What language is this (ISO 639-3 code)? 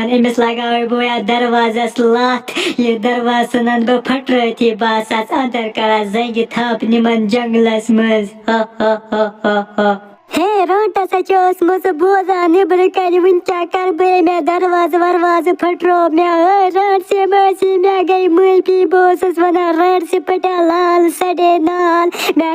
kas